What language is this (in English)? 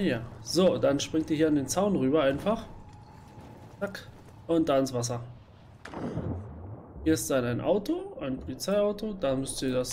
German